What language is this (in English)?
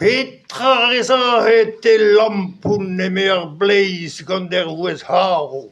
Breton